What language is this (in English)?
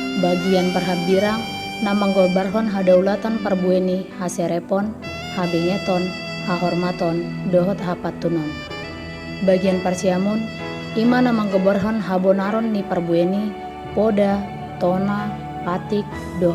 Batak Toba